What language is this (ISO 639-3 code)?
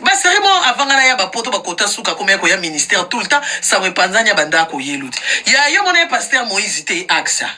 lin